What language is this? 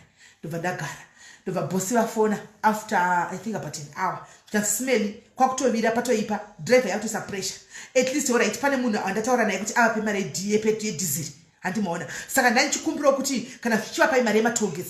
Shona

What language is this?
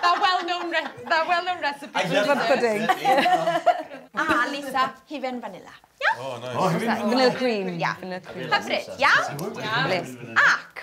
Welsh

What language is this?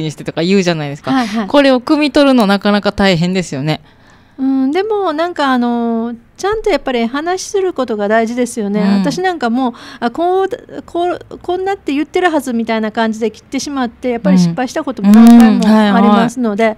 Japanese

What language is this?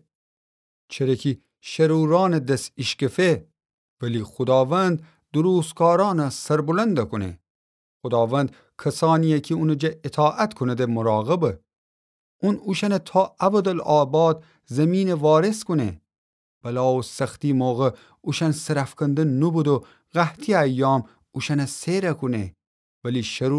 Gilaki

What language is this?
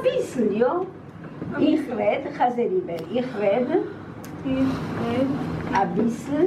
Yiddish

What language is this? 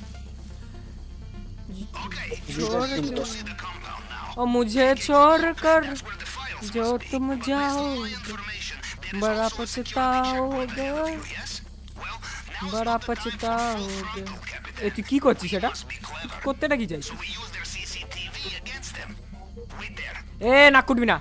Bangla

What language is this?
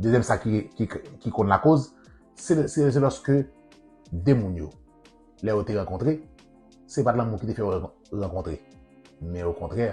Haitian Creole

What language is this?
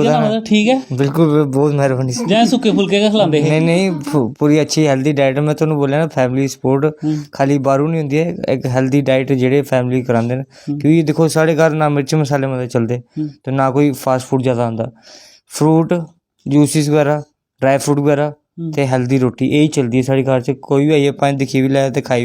Dogri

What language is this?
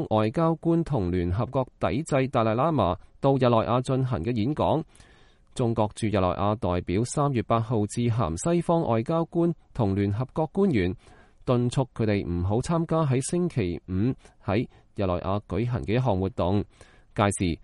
Cantonese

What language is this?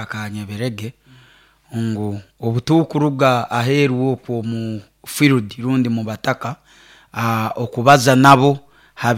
Nyoro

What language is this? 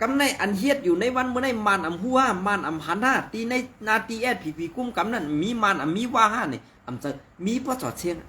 Shan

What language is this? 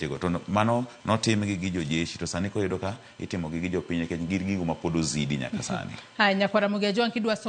Luo (Kenya and Tanzania)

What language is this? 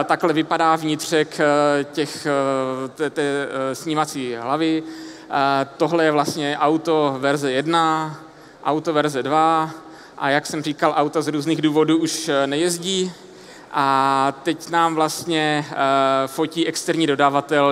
Czech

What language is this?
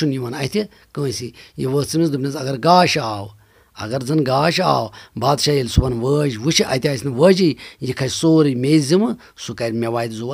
Kashmiri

